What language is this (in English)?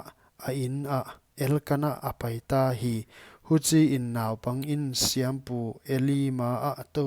Paite Chin